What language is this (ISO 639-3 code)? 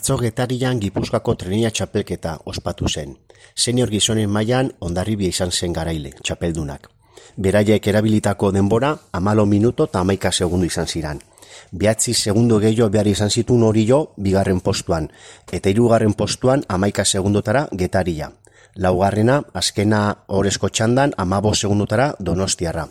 eus